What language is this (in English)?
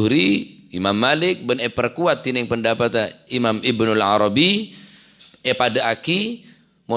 Madurese